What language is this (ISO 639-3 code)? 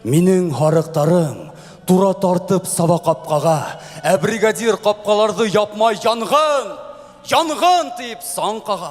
bak